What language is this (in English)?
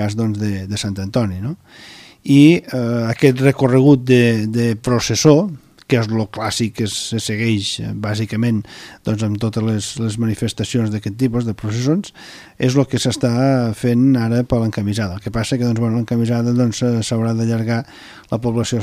Catalan